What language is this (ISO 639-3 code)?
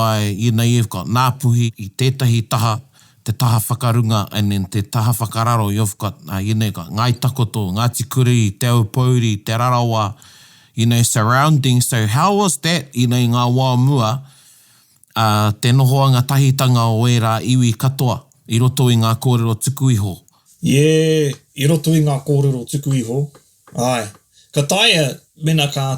mri